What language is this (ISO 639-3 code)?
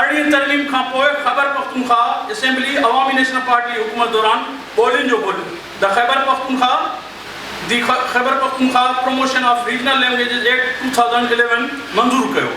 snd